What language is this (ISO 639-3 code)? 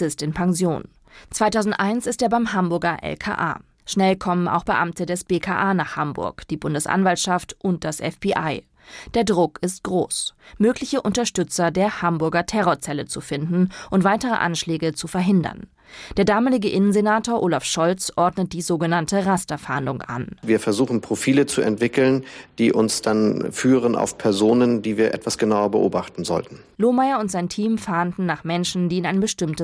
deu